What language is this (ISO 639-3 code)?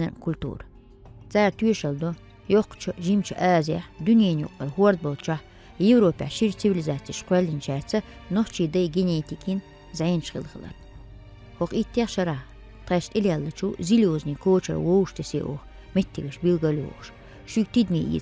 che